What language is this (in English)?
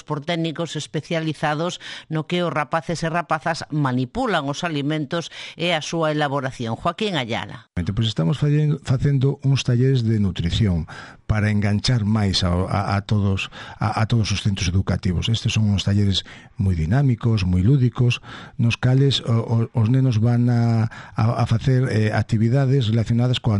Galician